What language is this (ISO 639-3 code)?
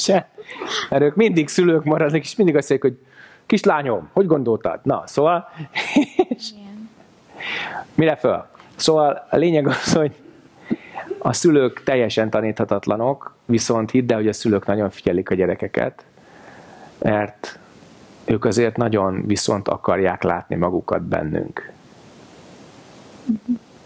hun